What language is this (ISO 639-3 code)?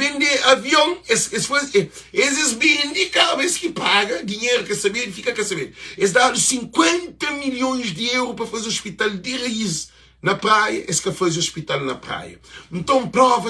kea